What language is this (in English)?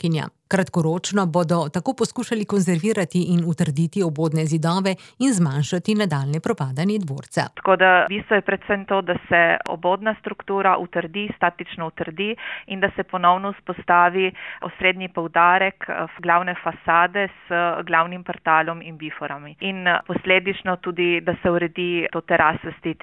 Slovenian